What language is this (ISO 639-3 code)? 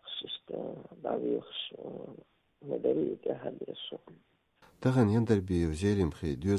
che